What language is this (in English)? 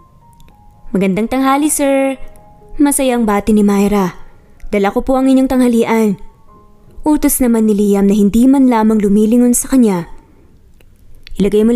Filipino